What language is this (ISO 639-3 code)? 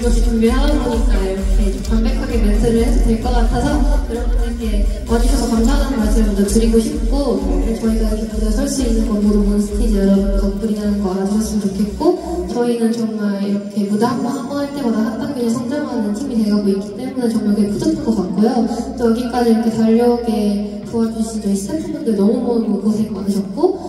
kor